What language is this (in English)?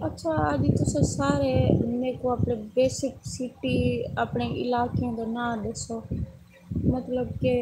Saraiki